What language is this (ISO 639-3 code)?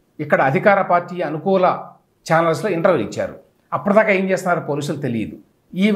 tel